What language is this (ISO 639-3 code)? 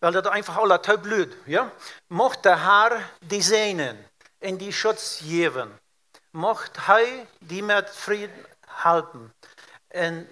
pdt